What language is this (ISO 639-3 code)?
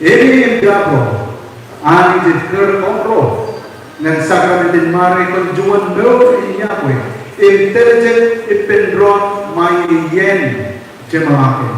mah